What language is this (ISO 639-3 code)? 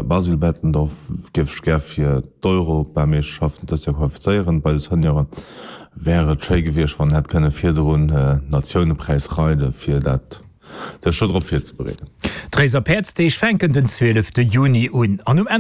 ltz